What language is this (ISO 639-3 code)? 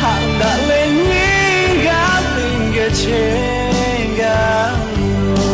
lhu